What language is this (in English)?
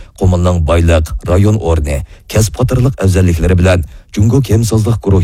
Uyghur